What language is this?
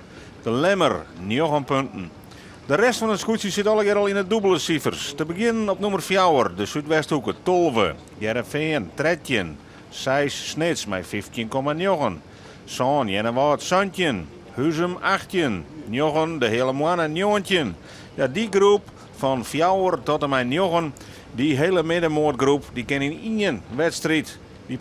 Western Frisian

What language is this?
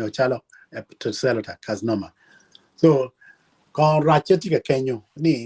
Acoli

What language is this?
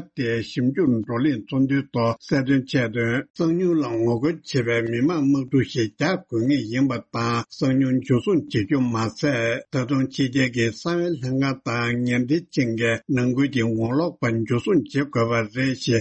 Tibetan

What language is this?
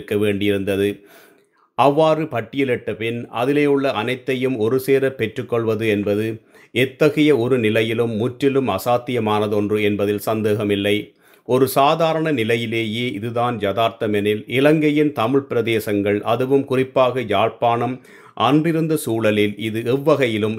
Tamil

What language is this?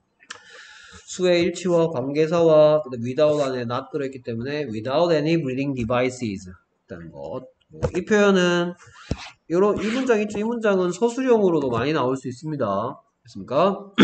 Korean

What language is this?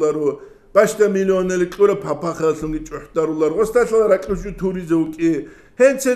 Avaric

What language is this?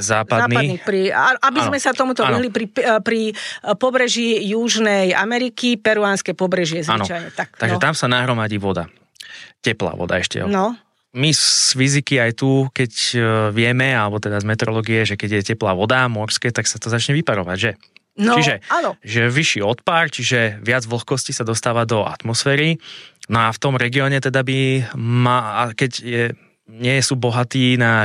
Slovak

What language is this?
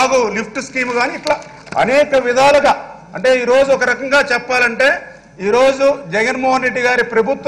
Telugu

